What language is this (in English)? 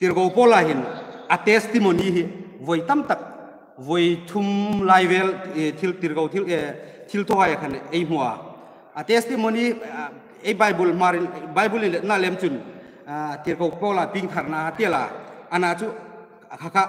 Hmar